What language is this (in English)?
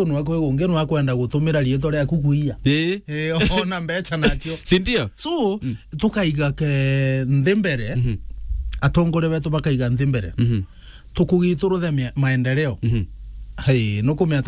Meru